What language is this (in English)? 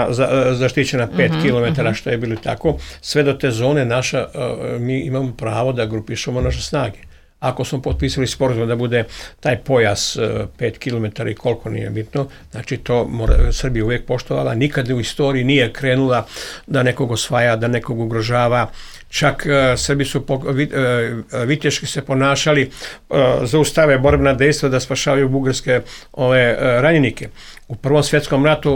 Serbian